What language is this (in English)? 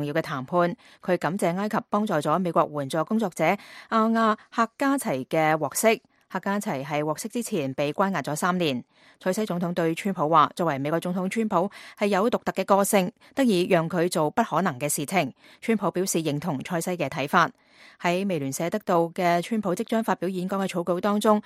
Cantonese